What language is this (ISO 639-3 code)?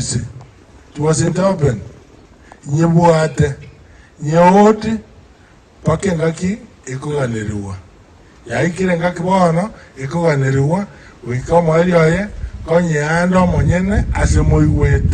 guz